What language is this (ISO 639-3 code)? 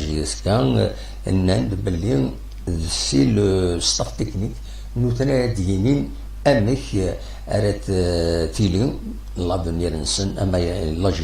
kab